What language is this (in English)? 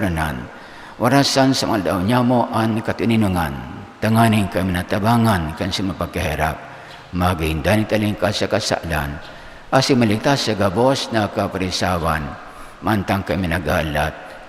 Bikol